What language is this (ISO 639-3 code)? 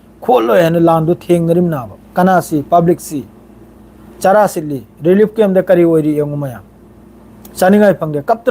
mni